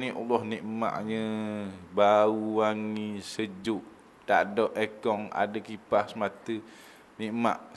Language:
Malay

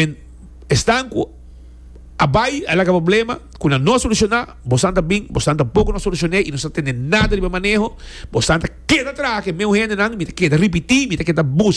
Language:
Papiamento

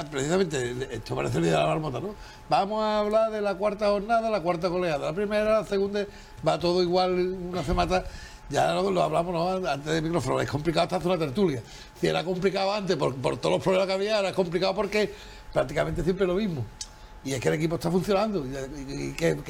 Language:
Spanish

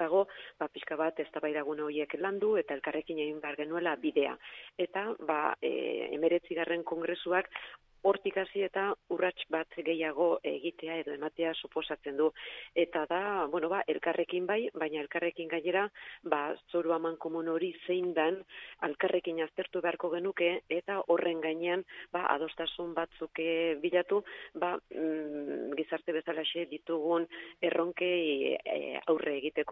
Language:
Basque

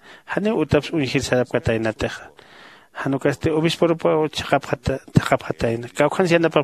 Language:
Aymara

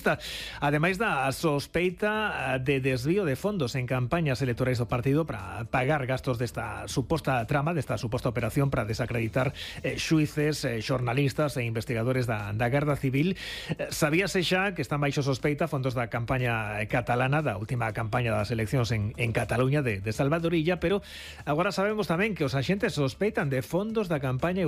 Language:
Galician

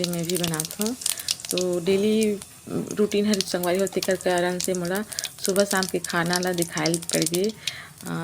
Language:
Chhattisgarhi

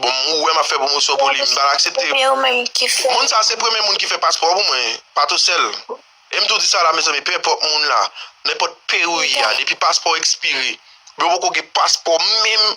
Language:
Haitian Creole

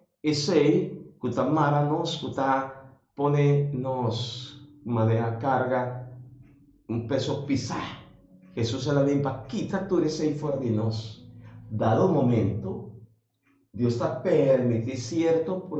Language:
Papiamento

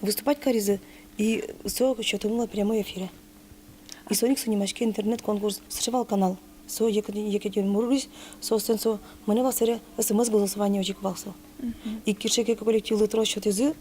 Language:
Udmurt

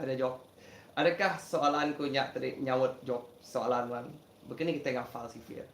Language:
Iban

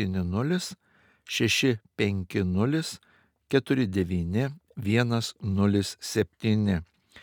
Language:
Lithuanian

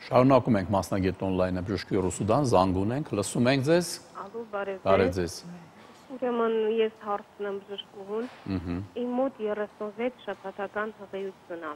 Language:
Armenian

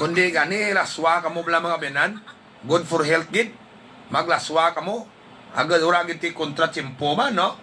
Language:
Hiligaynon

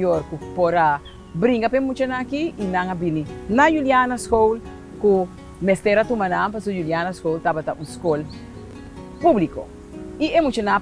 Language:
Papiamento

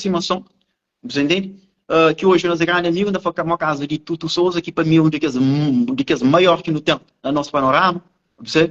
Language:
Kabuverdianu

